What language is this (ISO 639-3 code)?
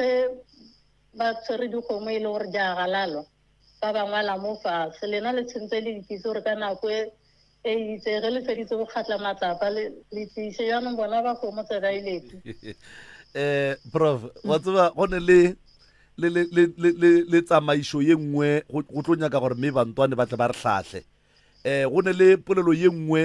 nso